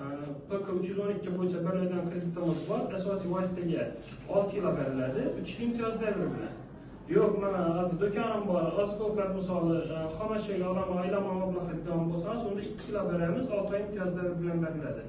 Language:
Uzbek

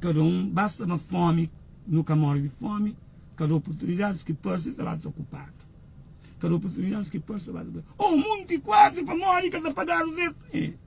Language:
Kabuverdianu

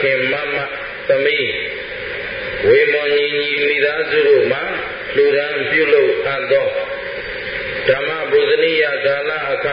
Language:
Burmese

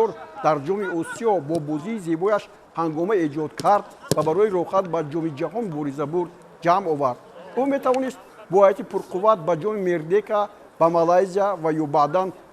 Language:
Tajik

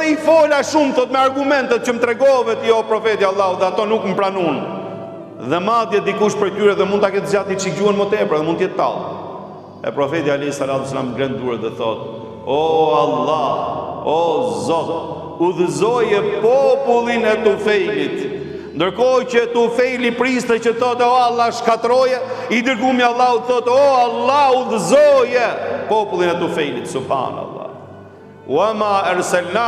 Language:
Albanian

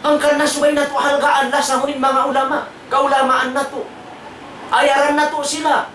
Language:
Tausug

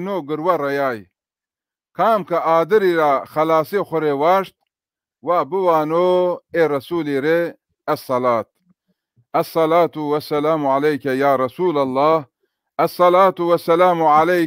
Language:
Zaza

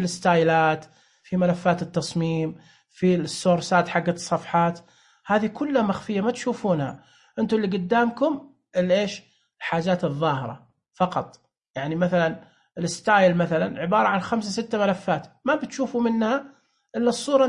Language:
Najdi Arabic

